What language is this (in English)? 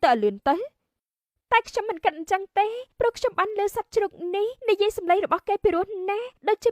Khmer